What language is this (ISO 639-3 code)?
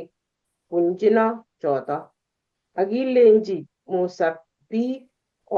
kln